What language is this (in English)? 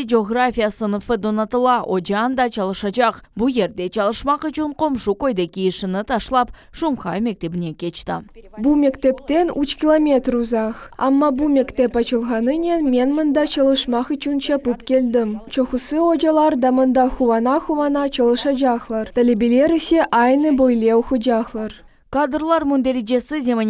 Crimean Tatar